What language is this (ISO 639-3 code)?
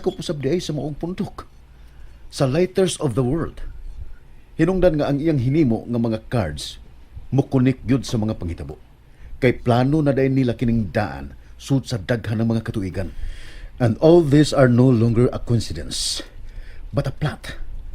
ceb